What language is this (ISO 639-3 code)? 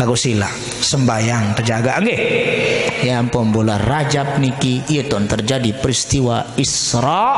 sas